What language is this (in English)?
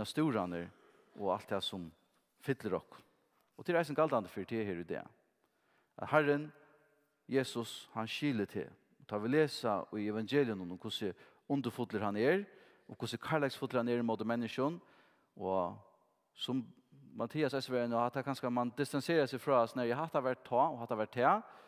Faroese